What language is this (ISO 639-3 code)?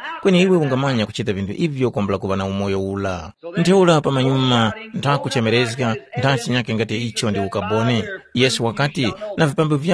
tum